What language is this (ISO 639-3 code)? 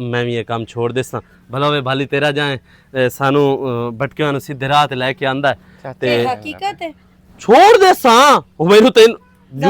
lah